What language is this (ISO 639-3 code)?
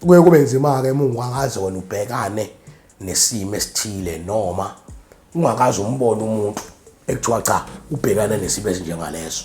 zul